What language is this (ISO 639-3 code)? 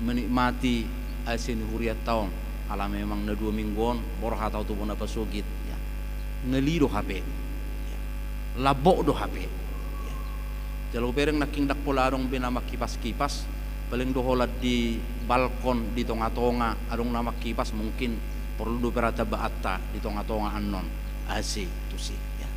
bbc